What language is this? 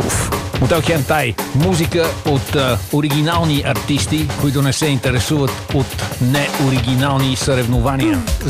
Bulgarian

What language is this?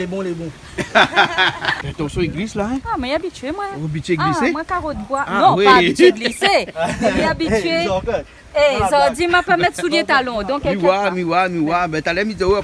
Réunion Creole French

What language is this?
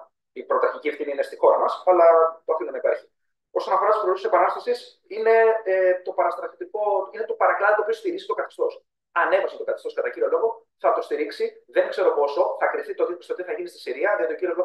Greek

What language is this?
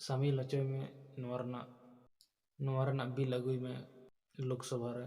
Santali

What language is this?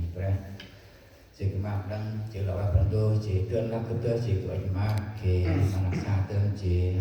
Central Mnong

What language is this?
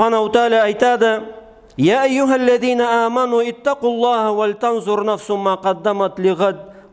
Karachay-Balkar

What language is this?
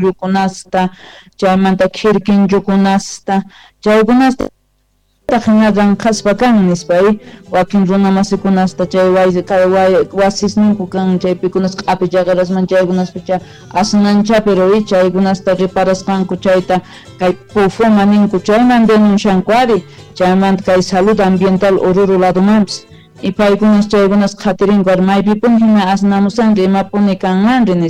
Quechua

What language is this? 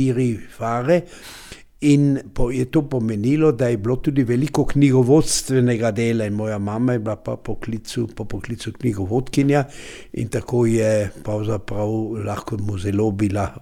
Slovenian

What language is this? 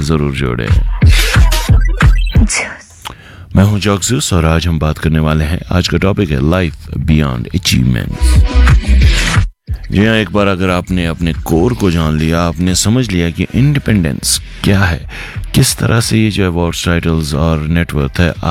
Hindi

